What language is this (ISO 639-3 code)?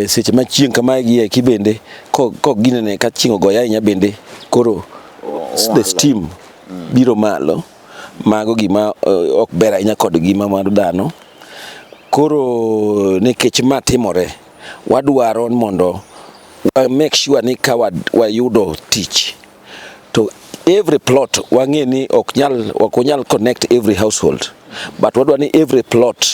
luo